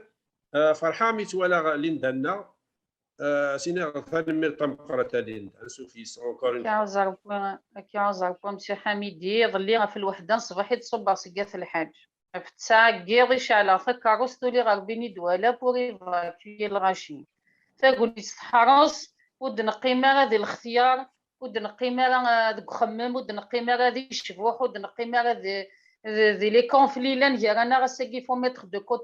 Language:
Kabyle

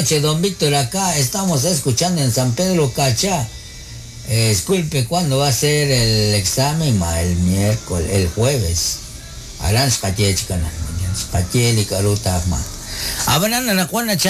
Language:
Kekchí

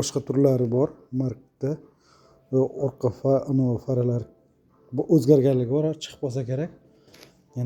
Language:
Uzbek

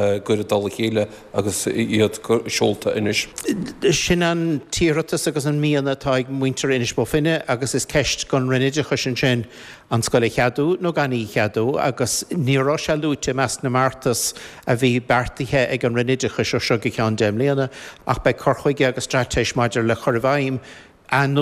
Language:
Irish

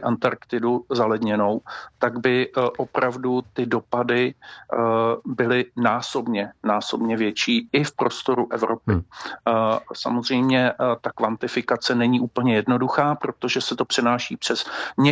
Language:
Czech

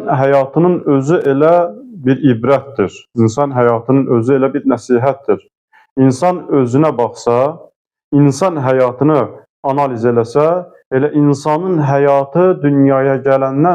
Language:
Azerbaijani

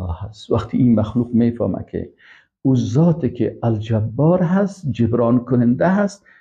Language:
Persian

